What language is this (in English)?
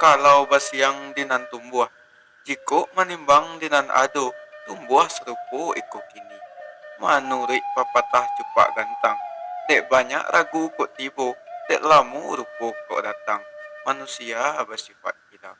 Minangkabau